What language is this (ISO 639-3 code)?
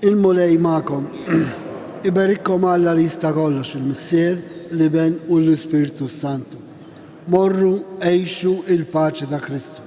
mlt